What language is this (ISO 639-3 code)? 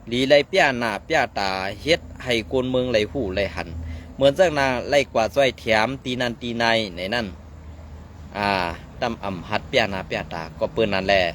shn